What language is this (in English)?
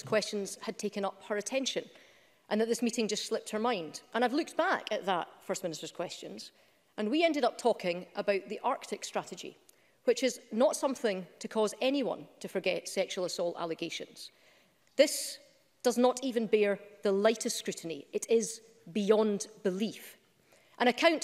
English